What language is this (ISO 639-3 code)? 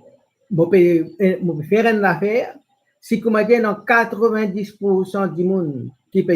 mfe